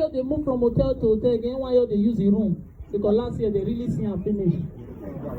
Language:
Nigerian Pidgin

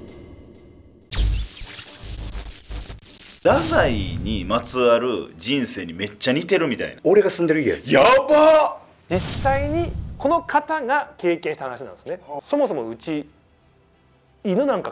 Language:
Japanese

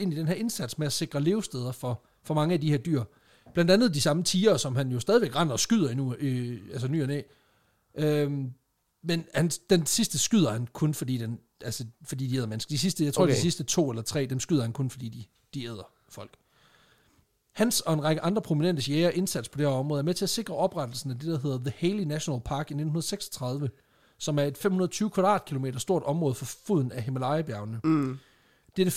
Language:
Danish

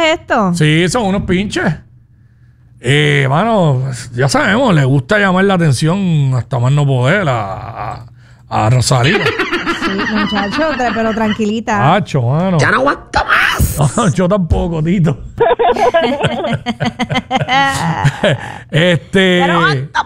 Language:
Spanish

